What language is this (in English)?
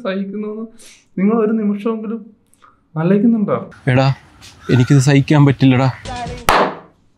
Malayalam